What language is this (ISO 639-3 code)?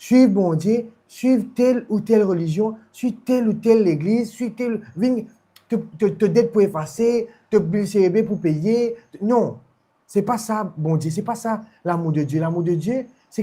mfe